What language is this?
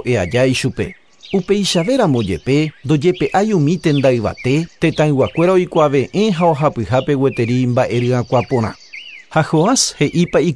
Guarani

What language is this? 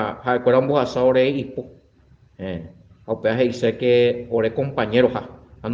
Guarani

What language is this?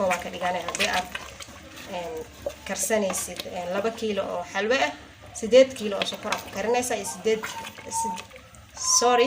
Somali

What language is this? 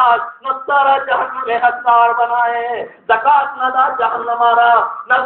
Baluchi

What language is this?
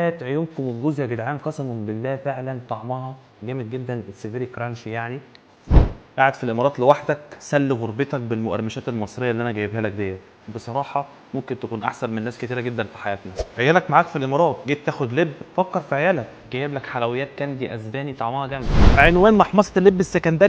Egyptian Arabic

